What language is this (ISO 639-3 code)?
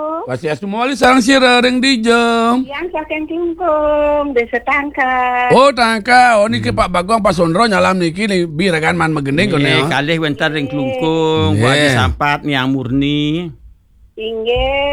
ban